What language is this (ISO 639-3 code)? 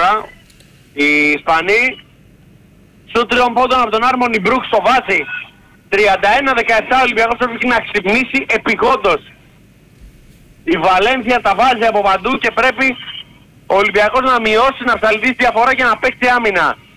ell